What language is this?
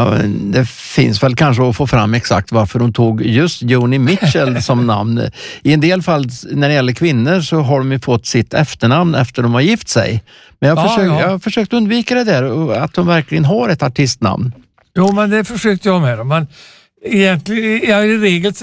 Swedish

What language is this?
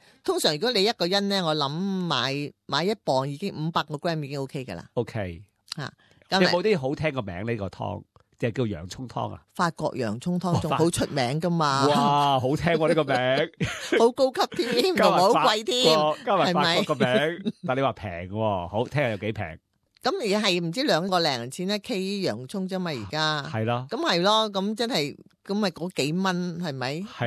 Cantonese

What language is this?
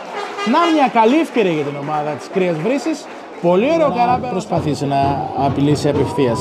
Greek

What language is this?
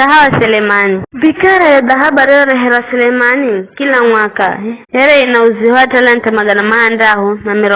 Giryama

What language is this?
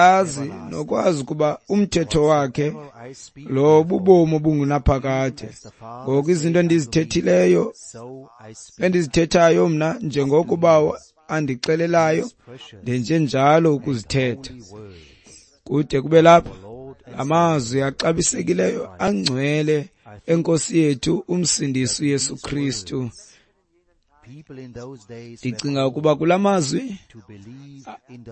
Xhosa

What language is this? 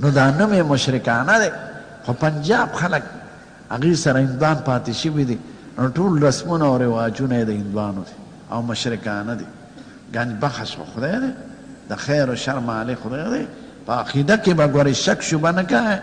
Pashto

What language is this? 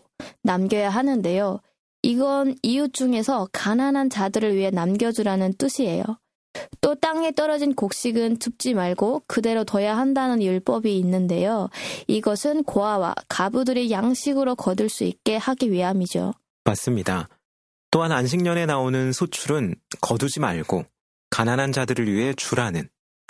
Korean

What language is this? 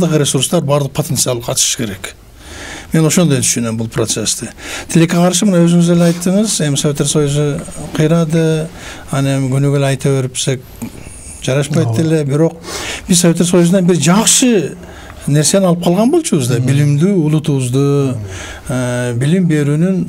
Kyrgyz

